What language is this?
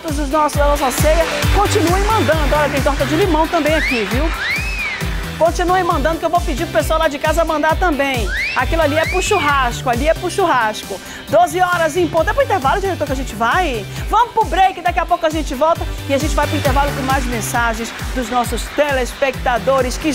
Portuguese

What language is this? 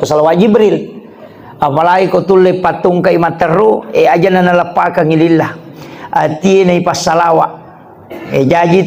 Buginese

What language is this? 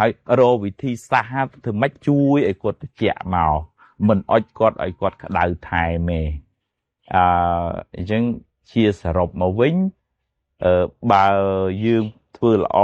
Khmer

